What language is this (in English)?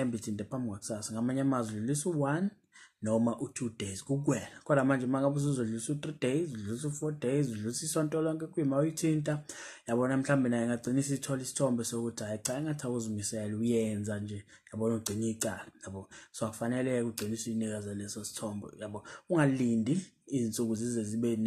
Zulu